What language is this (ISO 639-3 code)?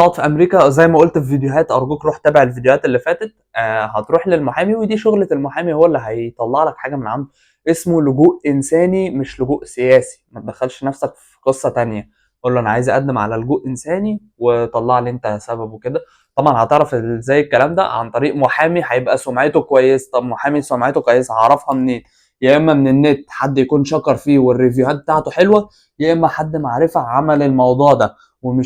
arz